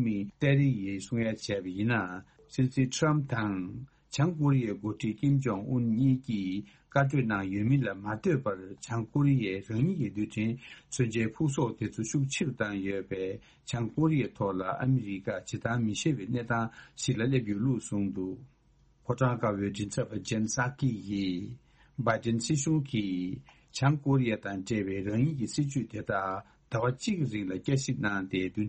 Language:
Tibetan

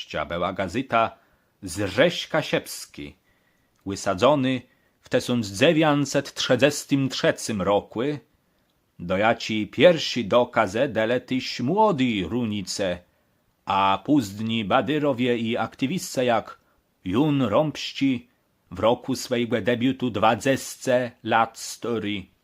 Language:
Kashubian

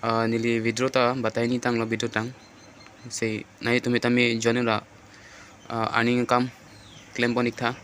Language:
Karbi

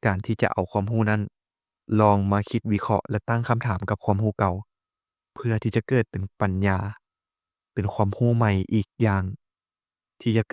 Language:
Lao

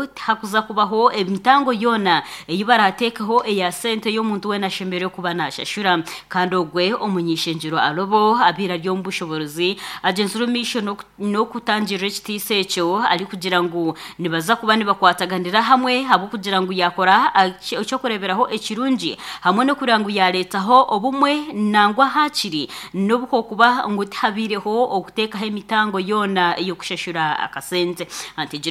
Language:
Nyankole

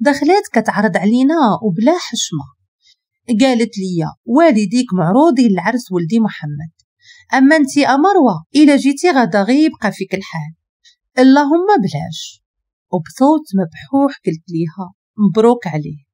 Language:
Moroccan Arabic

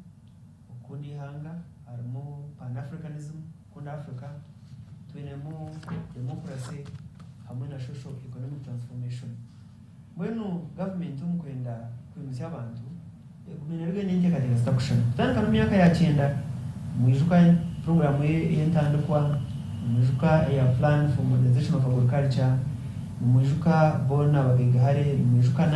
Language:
Nyankole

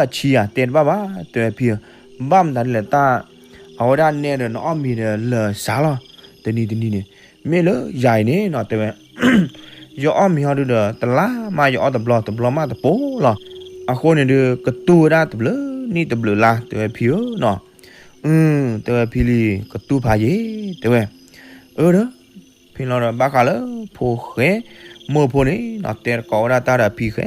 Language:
S'gaw Karen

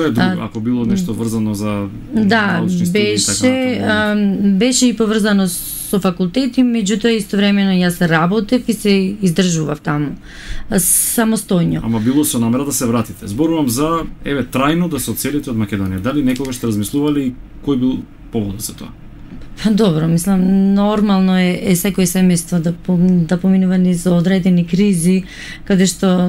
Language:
Macedonian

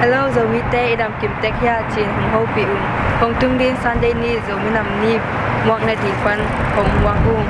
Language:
Tedim Chin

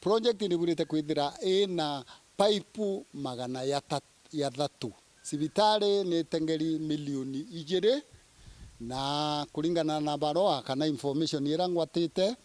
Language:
Meru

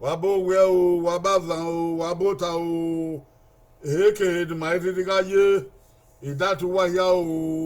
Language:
Bini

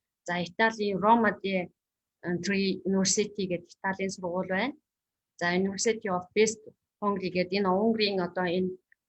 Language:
Mongolian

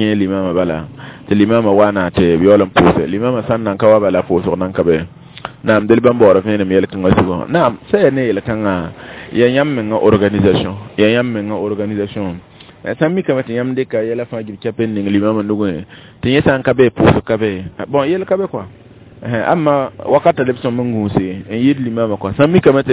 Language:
Mossi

